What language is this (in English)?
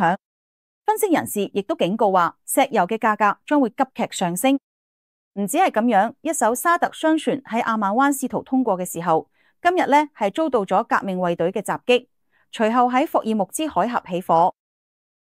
Cantonese